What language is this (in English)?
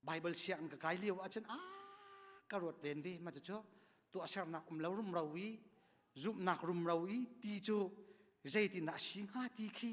Hakha Chin